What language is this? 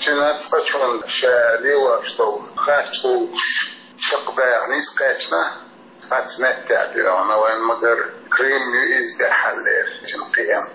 Chechen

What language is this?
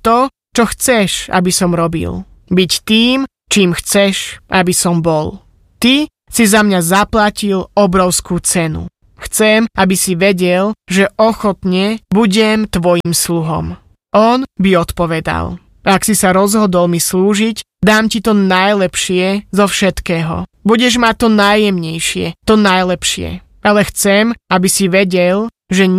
Slovak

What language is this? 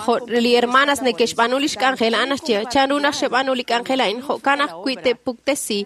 Kekchí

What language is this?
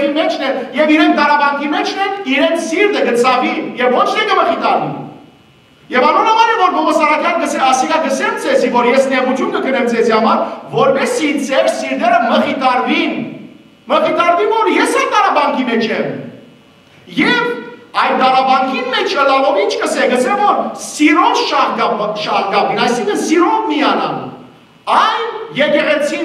Western Armenian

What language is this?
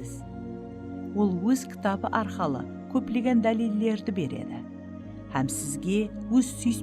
Kara-Kalpak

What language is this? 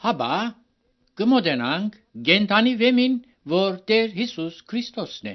Armenian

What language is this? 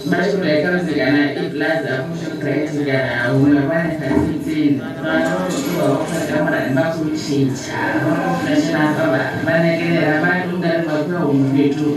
Venda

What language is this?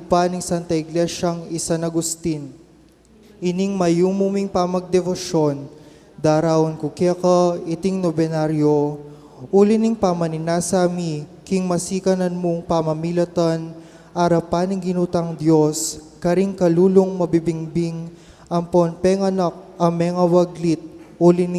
Pampanga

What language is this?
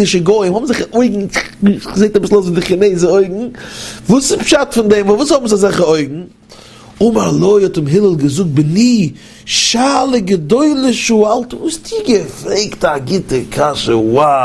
Yiddish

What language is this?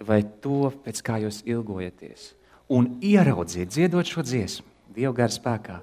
Latvian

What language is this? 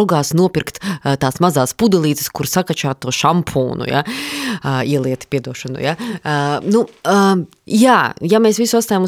Latvian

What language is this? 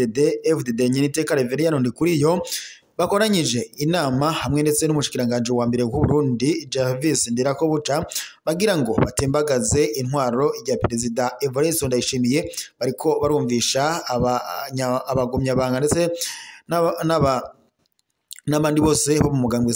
Rundi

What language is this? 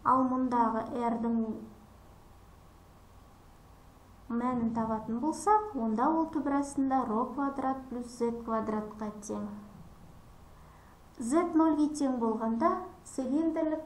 Kazakh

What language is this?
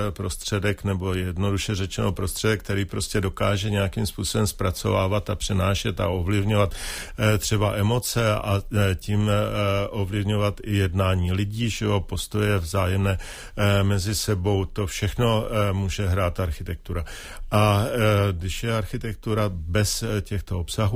Czech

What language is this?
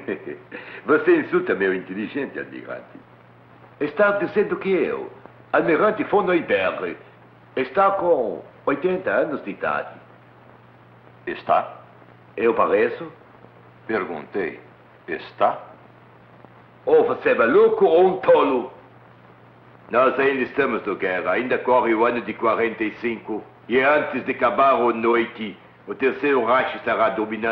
Portuguese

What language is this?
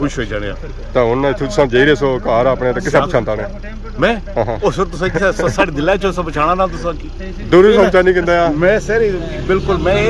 Pahari-Potwari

